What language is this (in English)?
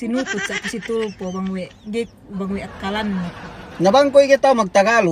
Yakan